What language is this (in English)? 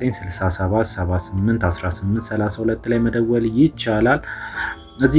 Amharic